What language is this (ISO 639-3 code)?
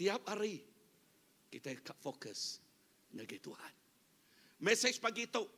iba